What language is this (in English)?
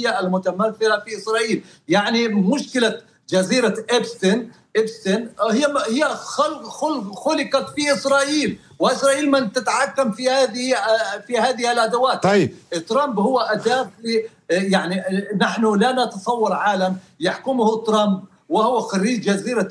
Arabic